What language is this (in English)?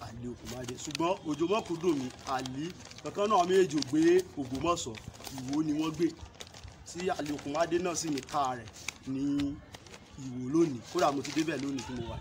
Yoruba